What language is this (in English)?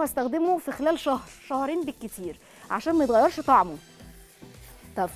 Egyptian Arabic